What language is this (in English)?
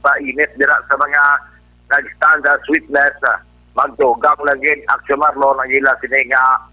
Hiligaynon